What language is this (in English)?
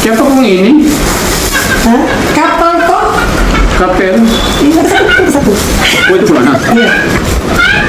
Manado Malay